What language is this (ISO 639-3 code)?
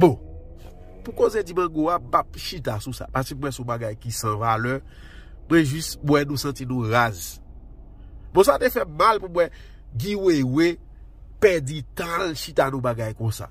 hat